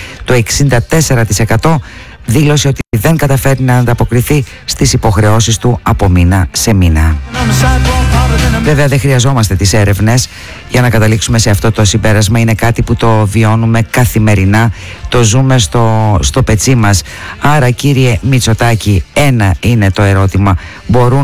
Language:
Greek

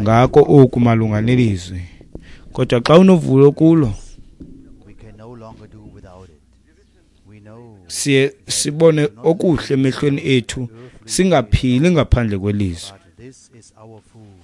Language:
Xhosa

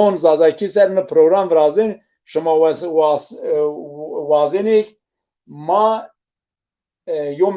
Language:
Zaza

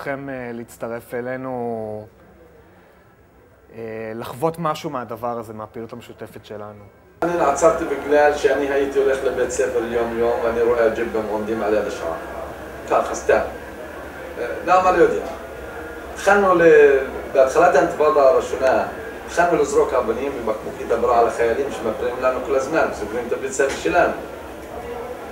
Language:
Hebrew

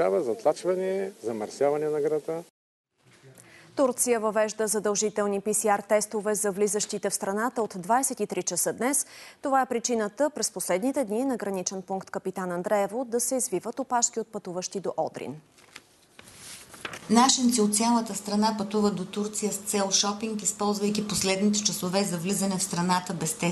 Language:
Bulgarian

